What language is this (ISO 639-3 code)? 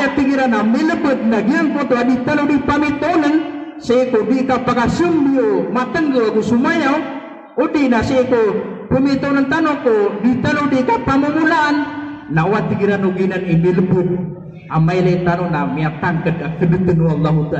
mrw